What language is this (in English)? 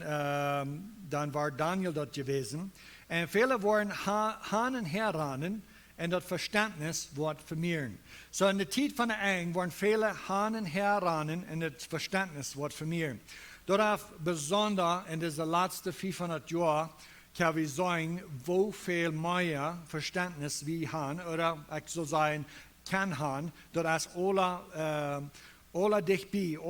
Plautdietsch